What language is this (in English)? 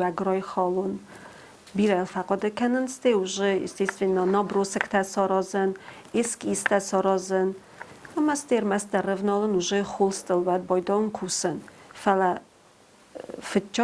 Ossetic